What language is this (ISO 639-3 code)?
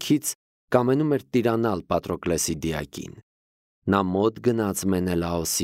hye